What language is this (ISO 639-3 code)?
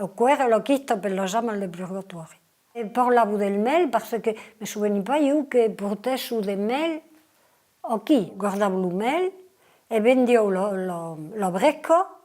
oci